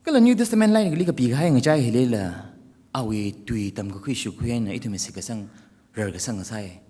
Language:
Tangkhul Naga (India)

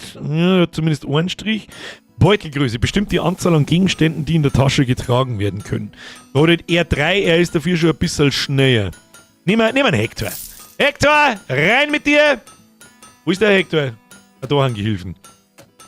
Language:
Bavarian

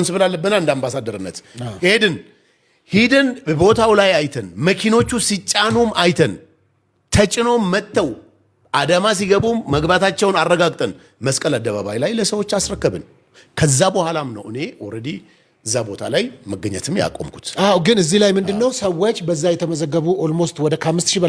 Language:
Amharic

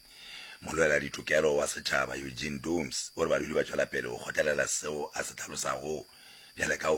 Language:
Northern Sotho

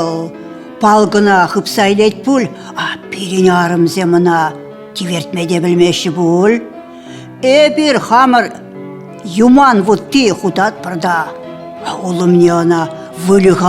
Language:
Chuvash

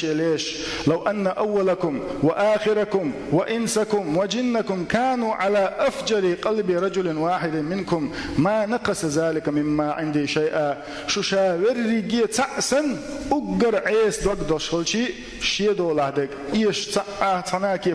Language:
Chechen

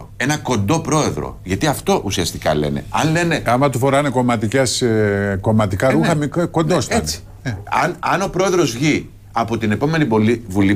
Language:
Greek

